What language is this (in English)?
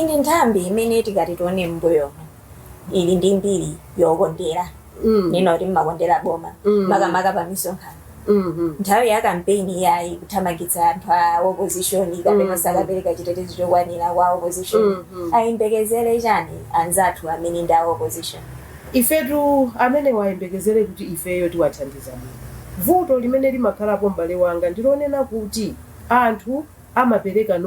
Nyanja